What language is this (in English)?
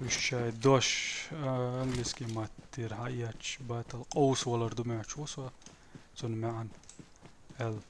Chechen